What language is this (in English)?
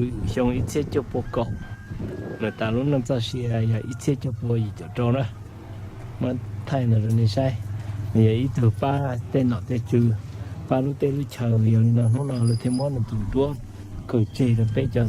Hmong